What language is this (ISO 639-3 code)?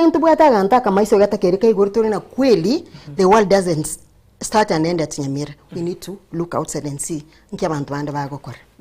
guz